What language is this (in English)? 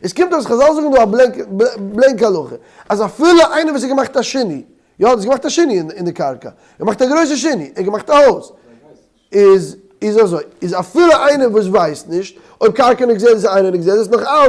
Yiddish